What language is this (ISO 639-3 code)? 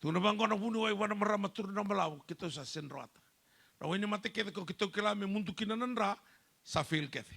fij